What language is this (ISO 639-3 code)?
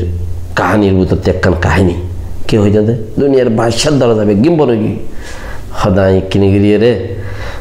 rhg